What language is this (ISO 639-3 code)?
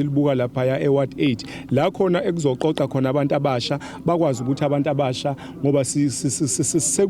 zul